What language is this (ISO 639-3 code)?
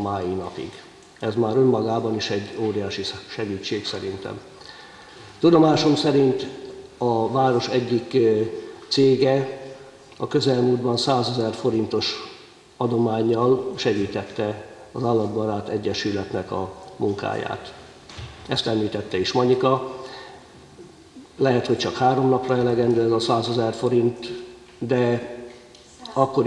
hun